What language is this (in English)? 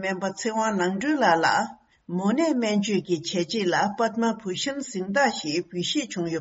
Tibetan